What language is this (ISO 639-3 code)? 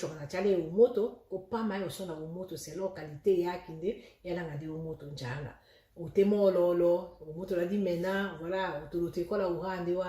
tll